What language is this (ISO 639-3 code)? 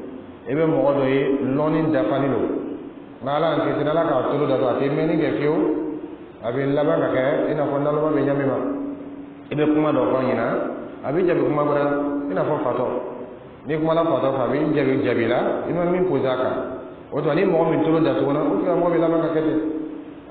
dyu